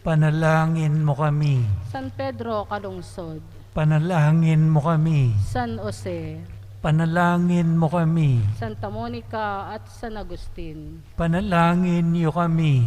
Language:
Pampanga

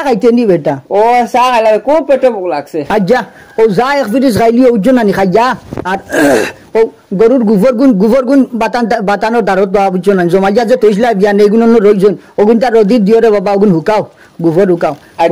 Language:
Sylheti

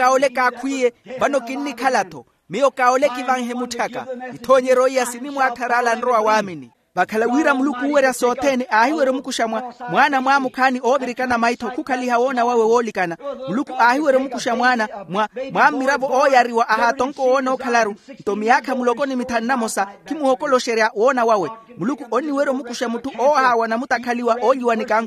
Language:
Makhuwa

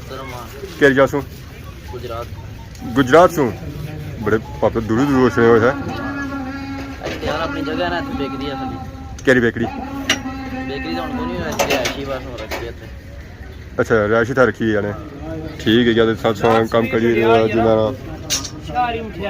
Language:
Pahari-Potwari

